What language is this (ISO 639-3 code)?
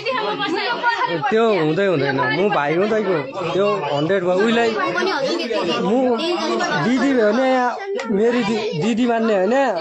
nep